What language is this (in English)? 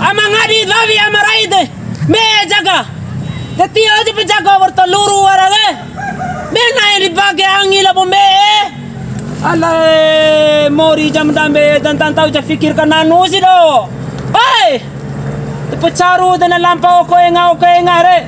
Bima